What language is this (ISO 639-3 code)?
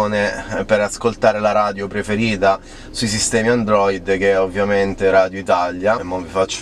ita